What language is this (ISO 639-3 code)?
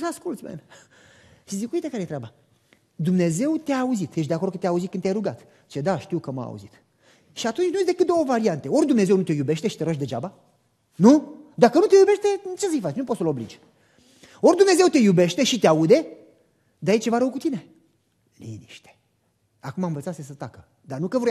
ron